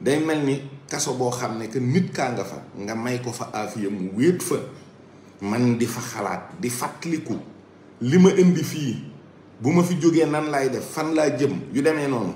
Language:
Wolof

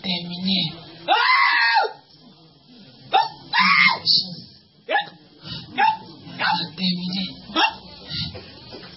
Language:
French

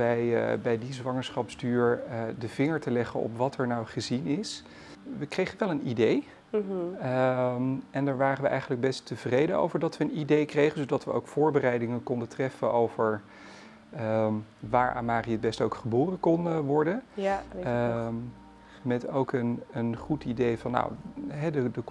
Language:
Dutch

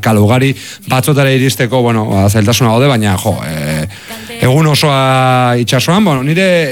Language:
Basque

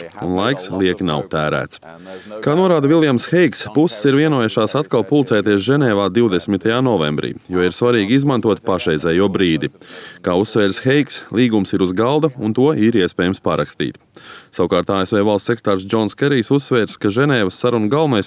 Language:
Latvian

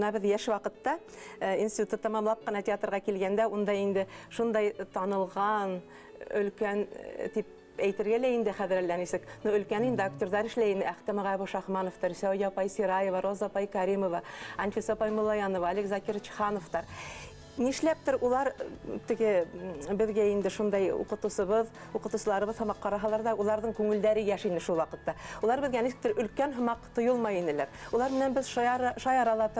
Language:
Bashkir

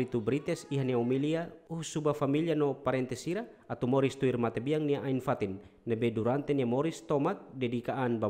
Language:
Tetum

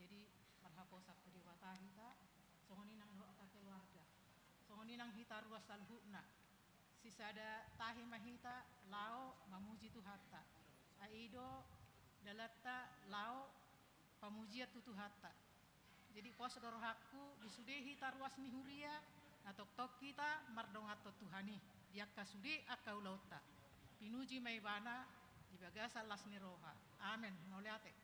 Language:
Batak Toba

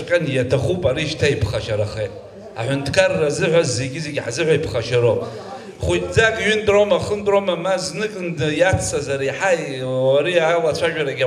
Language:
Abkhazian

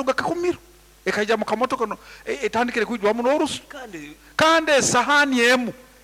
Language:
Nyankole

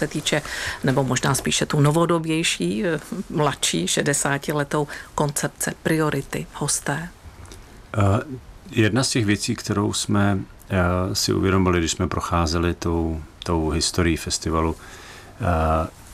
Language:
Czech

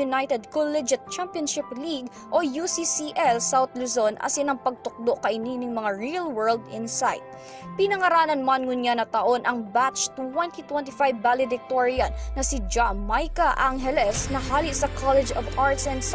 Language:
Bikol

